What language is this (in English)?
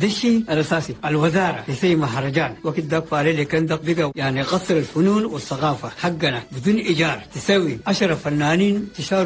Chadian Arabic